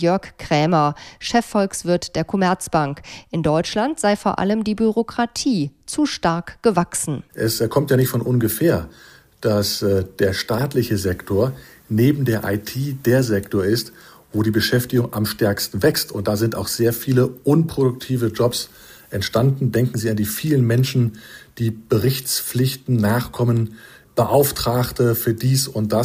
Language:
German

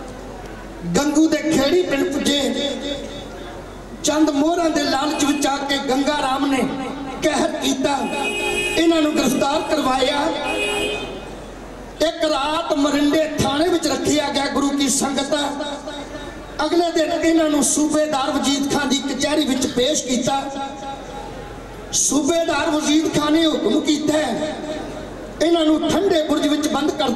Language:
Punjabi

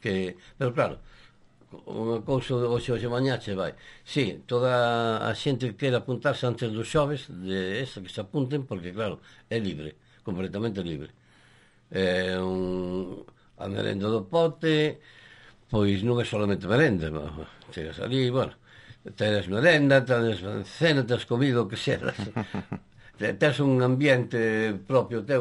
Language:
Galician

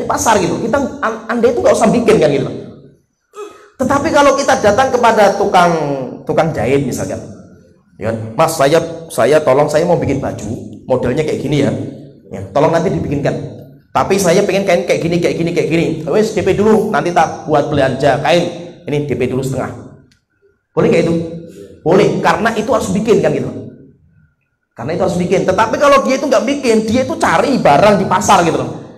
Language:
Indonesian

